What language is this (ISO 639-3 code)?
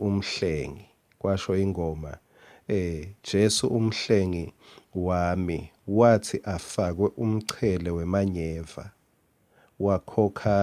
ssw